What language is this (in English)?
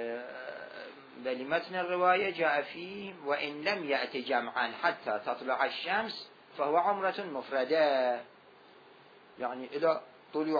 Arabic